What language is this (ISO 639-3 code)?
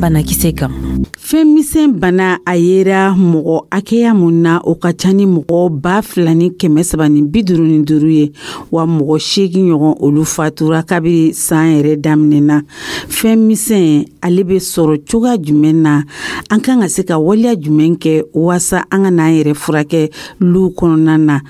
dyu